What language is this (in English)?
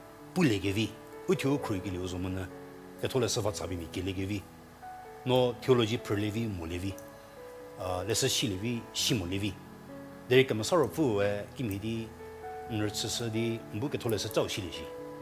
Angami Naga